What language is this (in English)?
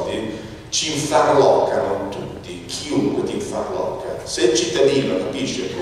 Italian